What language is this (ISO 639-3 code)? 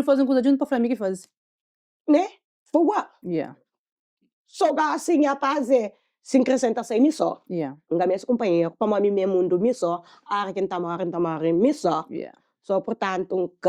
kea